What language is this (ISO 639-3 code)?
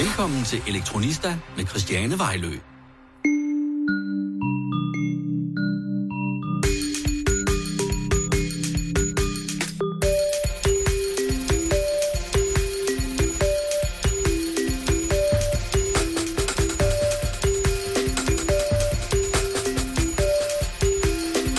dan